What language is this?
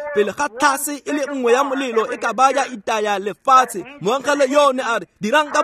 Tswana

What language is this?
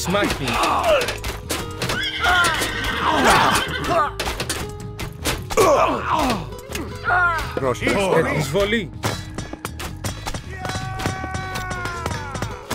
Greek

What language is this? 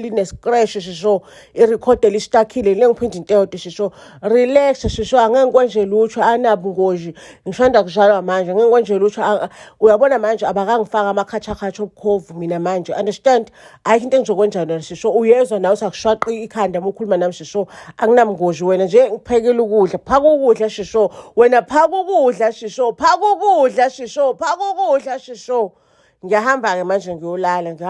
Zulu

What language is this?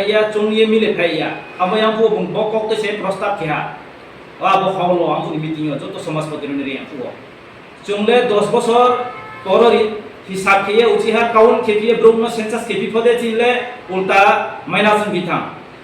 Riang (India)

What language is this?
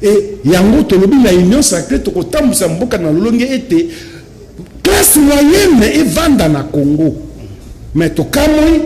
Lingala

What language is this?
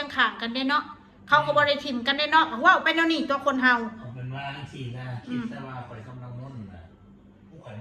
Northeastern Thai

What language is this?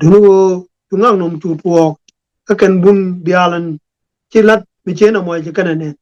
Nuer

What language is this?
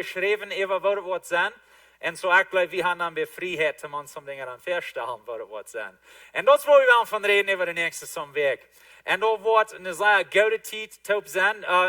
Plautdietsch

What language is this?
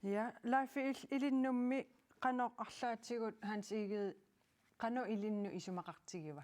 Kalaallisut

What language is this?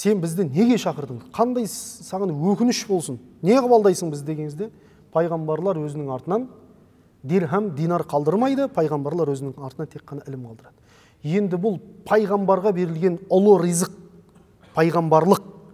Kazakh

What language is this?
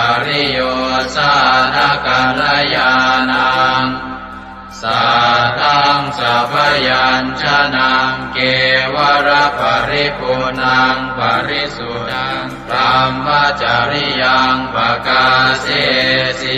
Pali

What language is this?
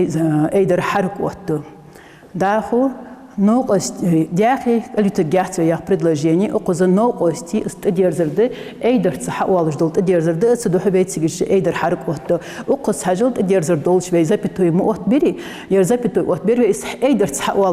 Ingush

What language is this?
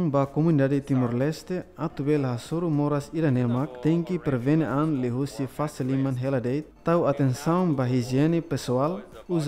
Tetum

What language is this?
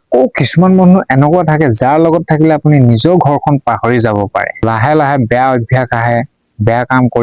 Assamese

